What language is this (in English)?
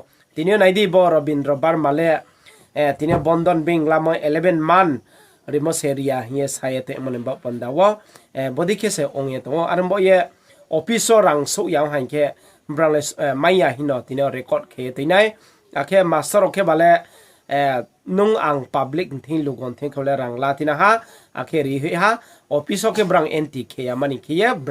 Riang (India)